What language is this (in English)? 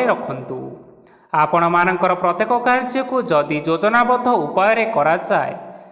Odia